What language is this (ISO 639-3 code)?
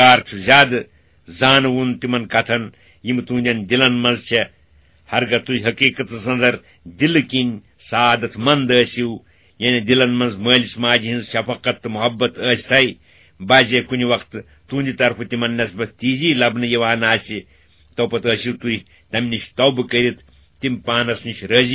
kas